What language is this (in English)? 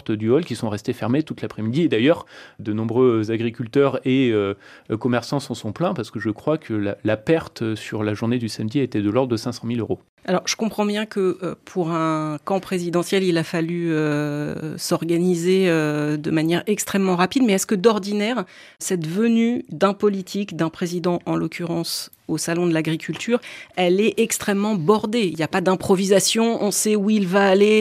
French